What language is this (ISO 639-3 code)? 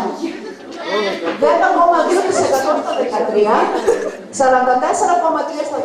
ell